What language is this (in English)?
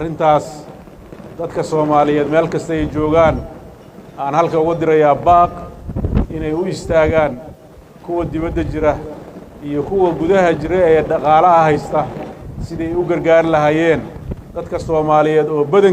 Somali